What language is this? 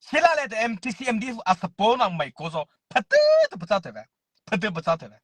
Mara Chin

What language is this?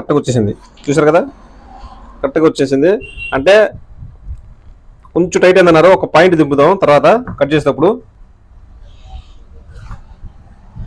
Telugu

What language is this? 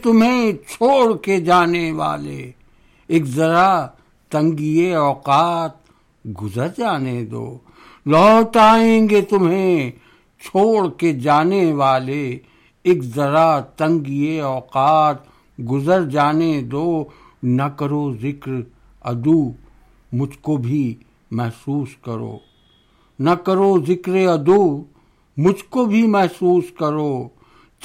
Urdu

